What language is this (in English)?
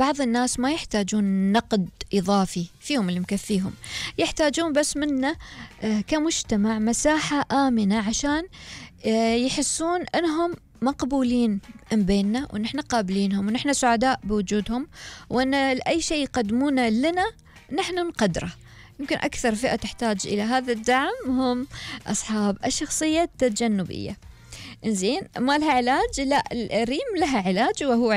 Gulf Arabic